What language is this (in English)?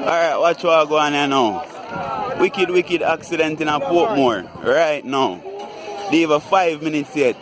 Jamaican Creole English